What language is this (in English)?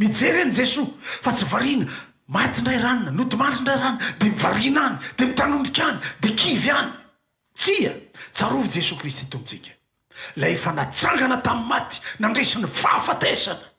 Malagasy